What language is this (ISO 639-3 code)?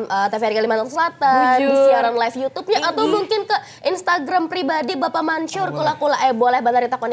bjn